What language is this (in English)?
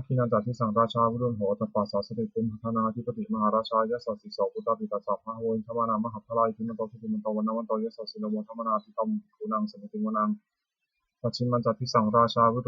Pali